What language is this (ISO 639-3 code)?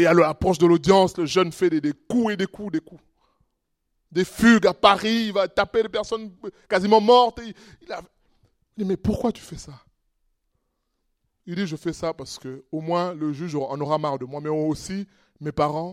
fra